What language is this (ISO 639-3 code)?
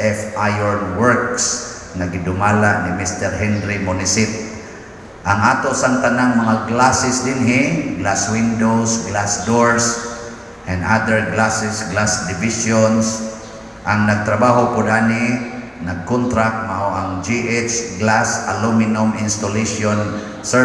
ceb